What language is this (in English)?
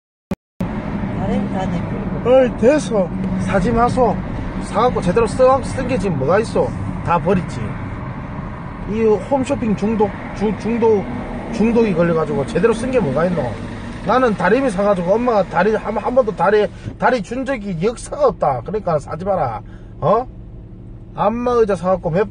Korean